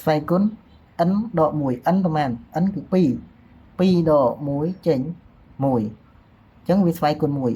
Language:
Khmer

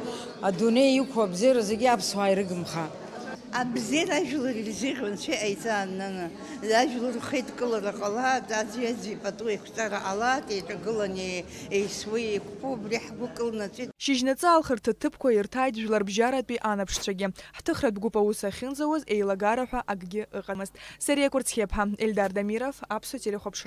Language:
Abkhazian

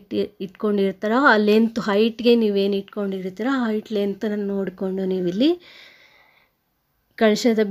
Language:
Kannada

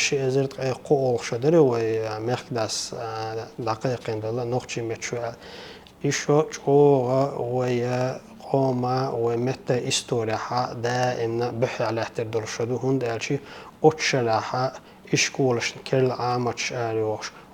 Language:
Chechen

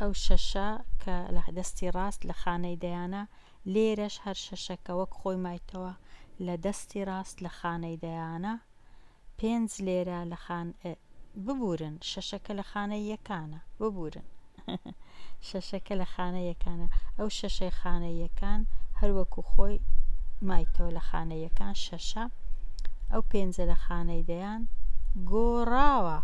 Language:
Central Kurdish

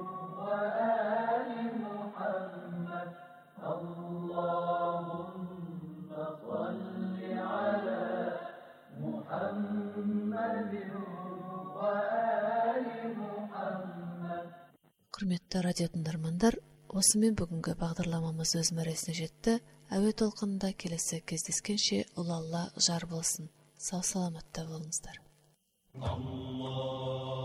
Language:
Kazakh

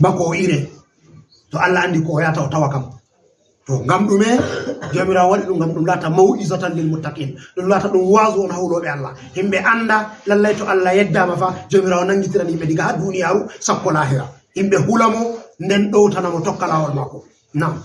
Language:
Fula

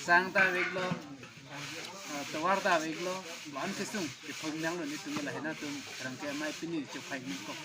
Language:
Karbi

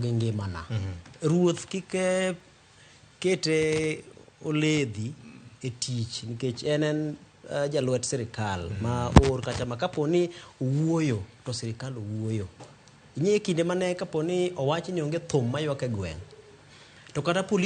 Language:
Luo (Kenya and Tanzania)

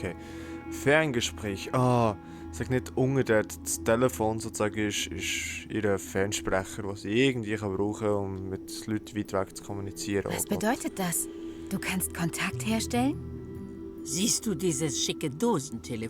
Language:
Swiss German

